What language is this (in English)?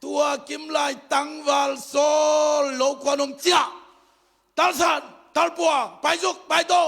Tedim Chin